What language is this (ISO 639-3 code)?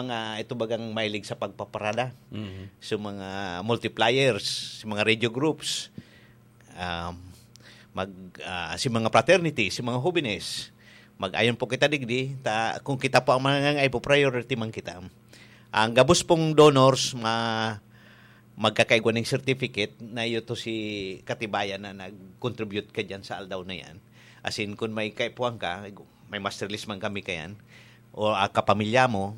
bik